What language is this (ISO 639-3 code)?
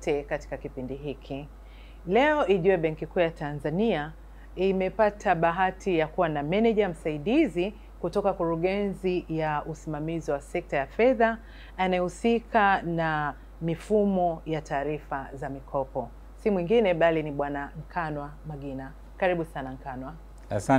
swa